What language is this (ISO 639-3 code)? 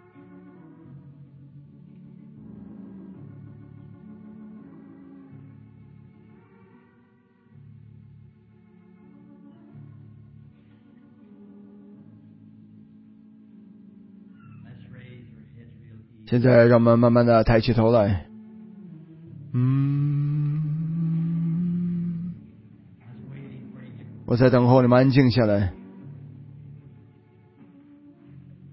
zho